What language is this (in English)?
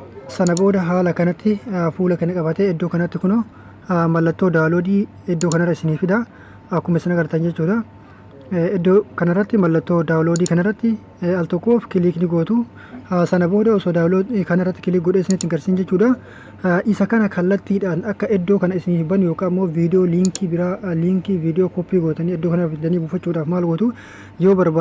Oromo